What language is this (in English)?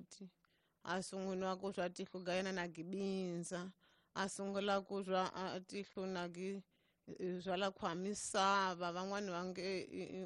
Tsonga